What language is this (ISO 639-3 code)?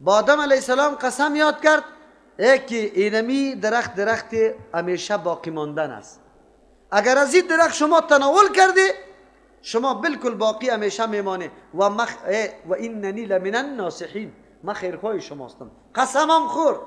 fas